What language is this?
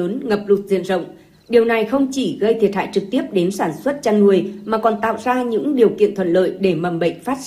Vietnamese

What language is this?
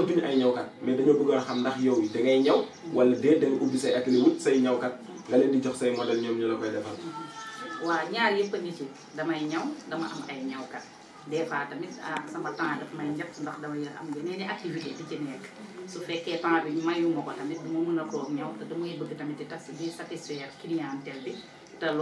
Wolof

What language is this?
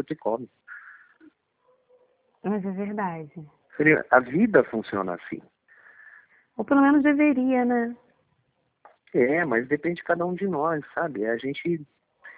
Portuguese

